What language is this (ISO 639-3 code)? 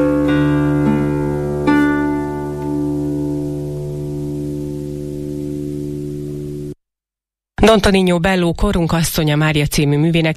hun